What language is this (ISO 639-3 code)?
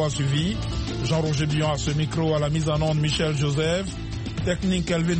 fra